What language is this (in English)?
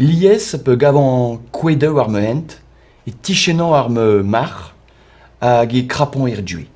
Breton